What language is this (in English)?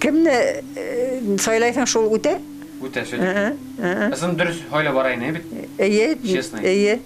Bashkir